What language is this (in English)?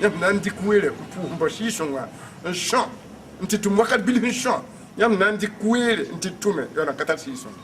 Mossi